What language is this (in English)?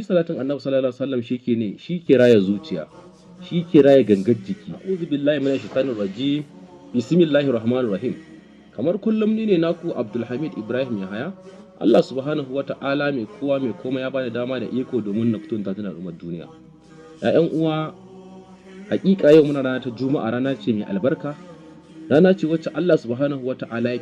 Hausa